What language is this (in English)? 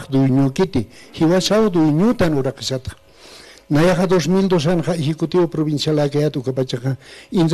Aymara